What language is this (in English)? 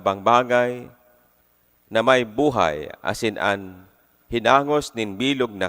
Bikol